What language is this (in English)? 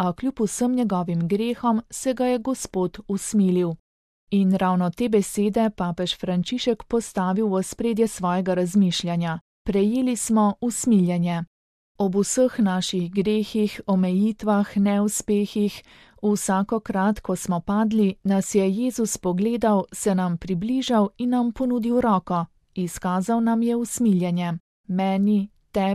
Slovenian